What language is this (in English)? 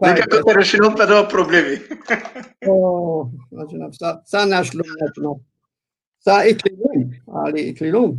Balkan Romani